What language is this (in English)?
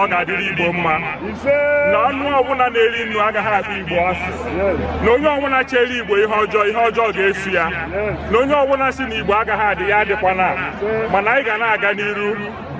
Igbo